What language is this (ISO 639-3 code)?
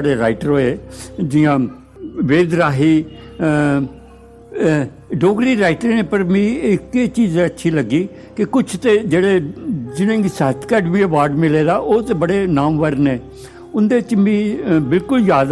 doi